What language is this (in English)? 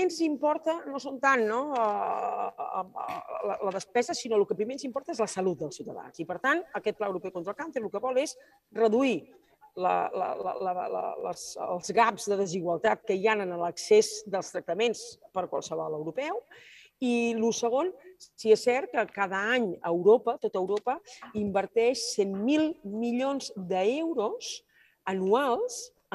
Catalan